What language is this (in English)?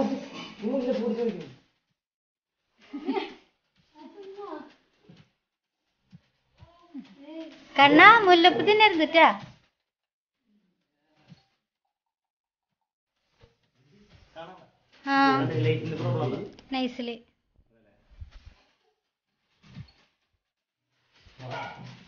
Malayalam